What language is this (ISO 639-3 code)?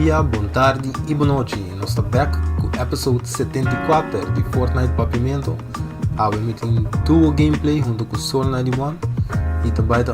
pap